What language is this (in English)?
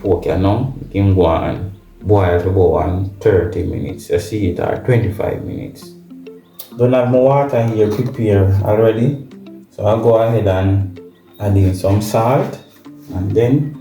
Jamaican Creole English